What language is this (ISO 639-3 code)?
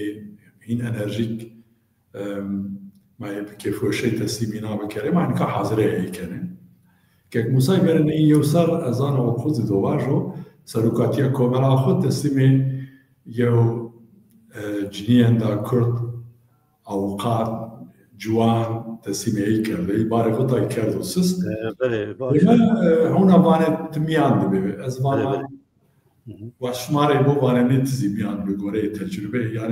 zza